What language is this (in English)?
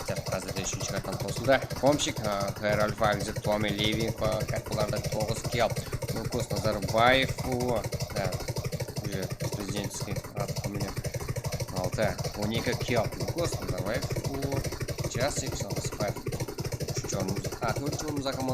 Kara-Kalpak